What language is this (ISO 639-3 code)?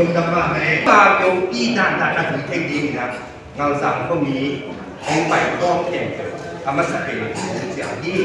pck